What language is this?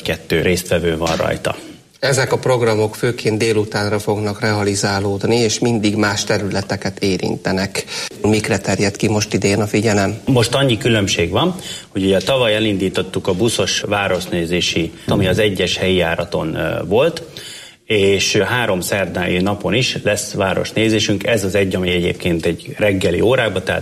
Hungarian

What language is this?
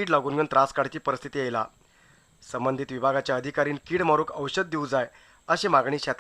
Konkani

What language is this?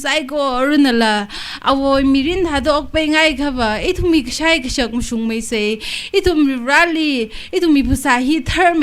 Tangkhul Naga (India)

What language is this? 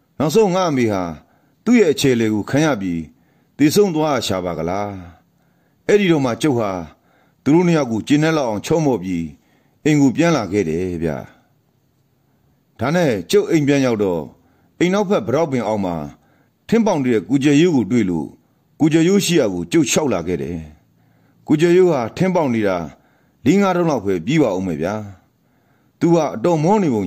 Burmese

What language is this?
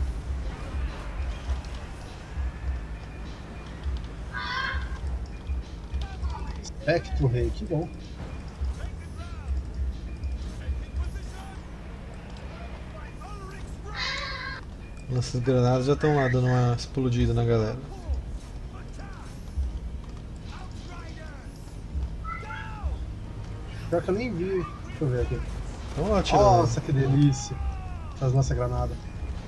Portuguese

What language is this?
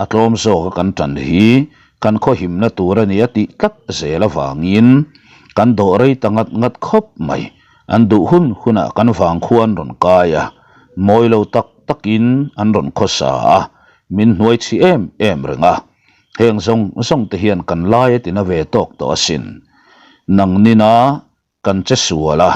Mizo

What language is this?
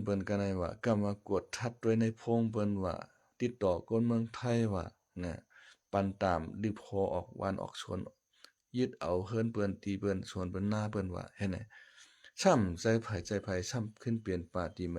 Shan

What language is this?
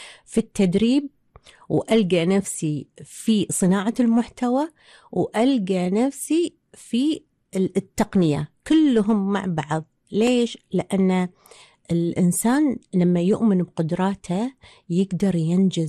Gulf Arabic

